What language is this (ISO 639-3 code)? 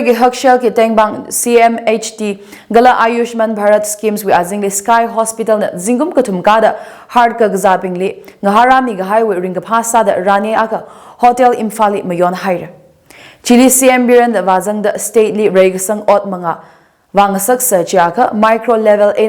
nmf